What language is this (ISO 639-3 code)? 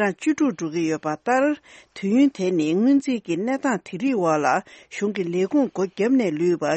bod